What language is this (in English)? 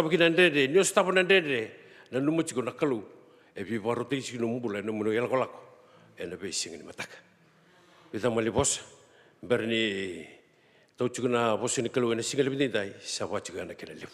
Fijian